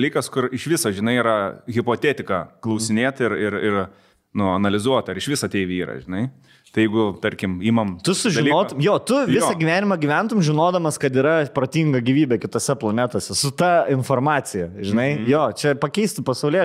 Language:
Lithuanian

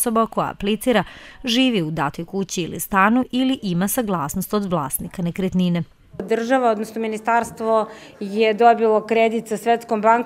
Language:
Serbian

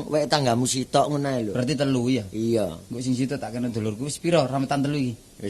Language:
Javanese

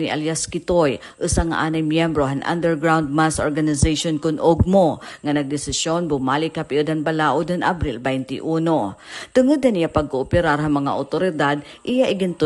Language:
Waray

